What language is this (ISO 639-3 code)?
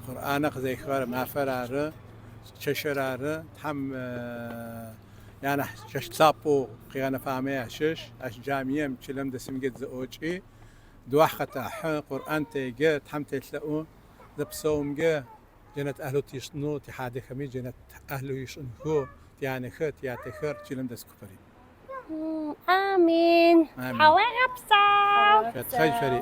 ady